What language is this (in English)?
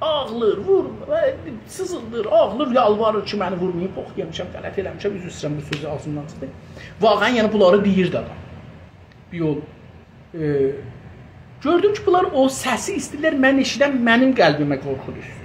South Azerbaijani